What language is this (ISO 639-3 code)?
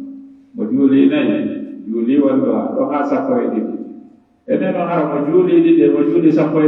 ful